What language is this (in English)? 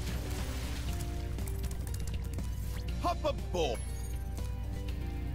English